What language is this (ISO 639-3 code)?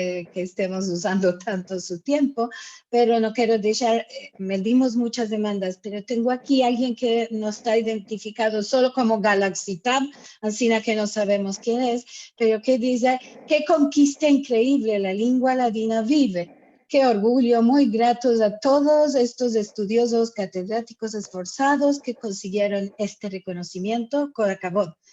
lad